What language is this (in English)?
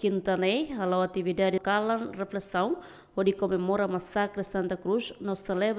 Tetum